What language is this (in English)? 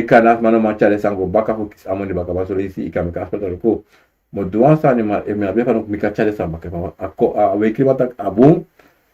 Sranan Tongo